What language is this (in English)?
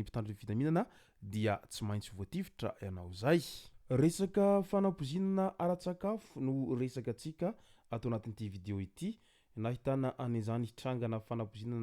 Malagasy